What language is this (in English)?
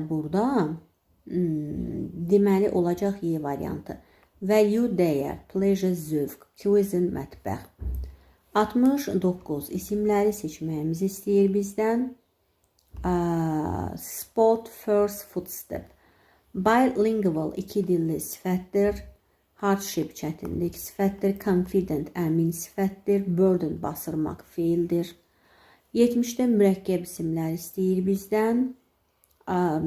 Azerbaijani